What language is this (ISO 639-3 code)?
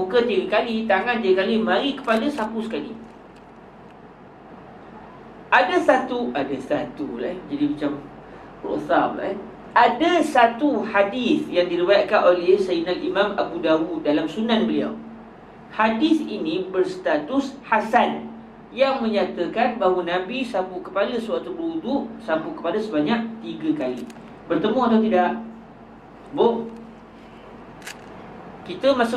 msa